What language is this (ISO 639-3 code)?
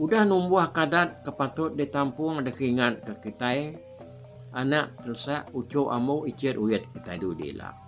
iba